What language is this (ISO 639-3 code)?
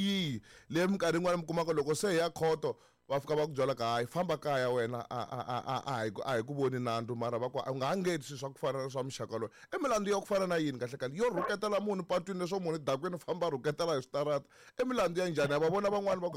tso